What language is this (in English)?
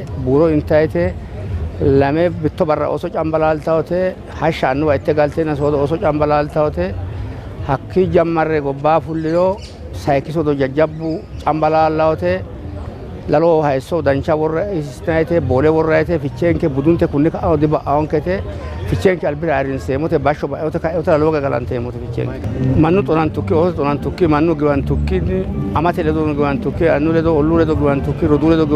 Sidamo